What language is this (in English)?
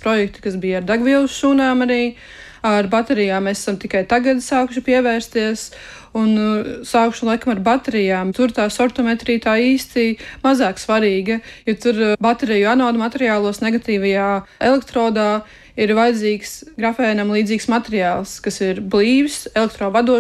Latvian